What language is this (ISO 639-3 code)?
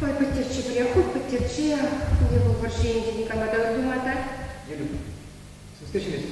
chv